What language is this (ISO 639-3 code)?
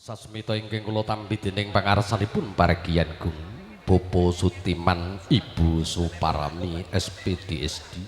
jav